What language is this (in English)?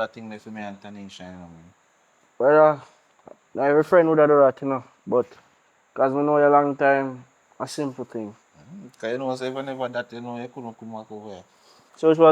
Jamaican Creole English